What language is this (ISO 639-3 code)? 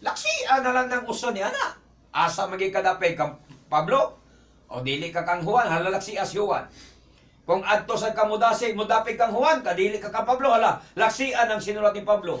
ceb